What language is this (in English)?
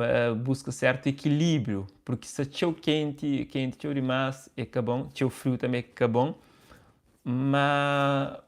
Kabuverdianu